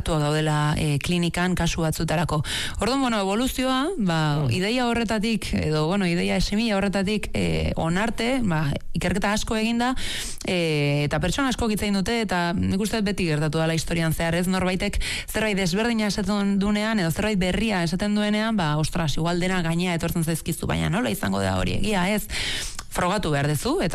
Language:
Basque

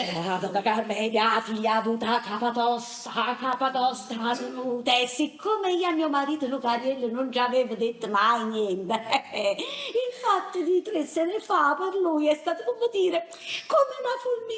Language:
Neapolitan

